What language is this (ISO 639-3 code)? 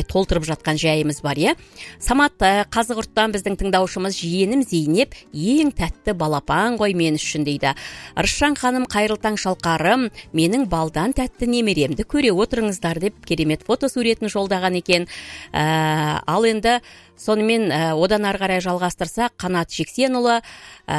kaz